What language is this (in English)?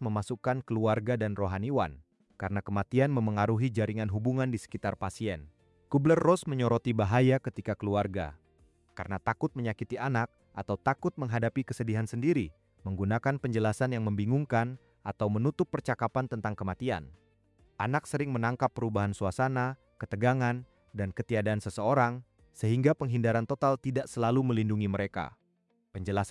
Indonesian